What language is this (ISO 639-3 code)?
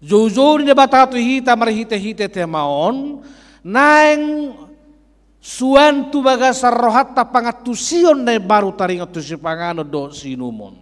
bbc